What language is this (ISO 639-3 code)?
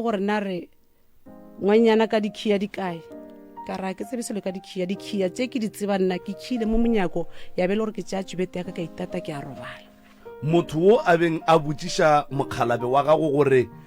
nso